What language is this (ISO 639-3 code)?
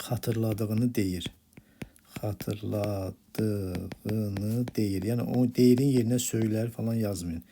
aze